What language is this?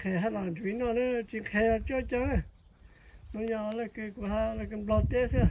Hmong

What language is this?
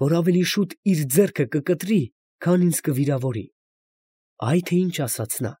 Armenian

